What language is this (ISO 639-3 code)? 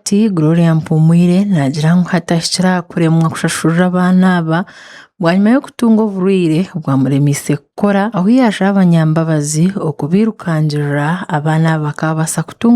nyn